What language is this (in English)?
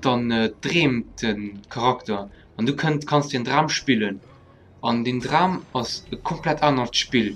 Luxembourgish